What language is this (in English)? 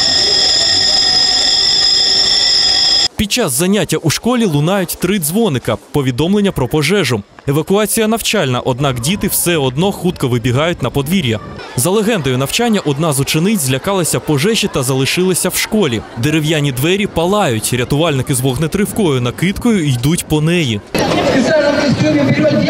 Ukrainian